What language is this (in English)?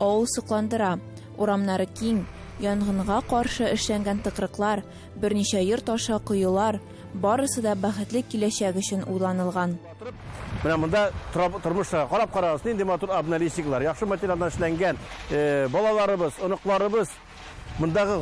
Tatar